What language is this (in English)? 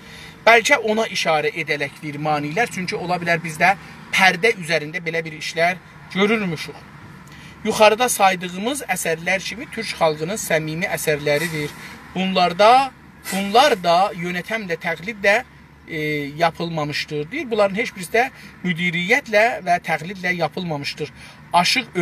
South Azerbaijani